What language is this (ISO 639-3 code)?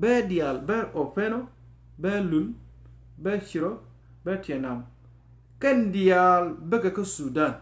nus